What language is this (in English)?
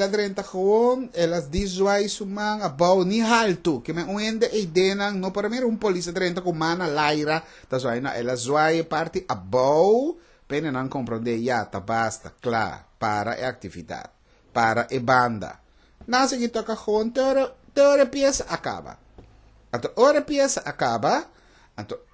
Papiamento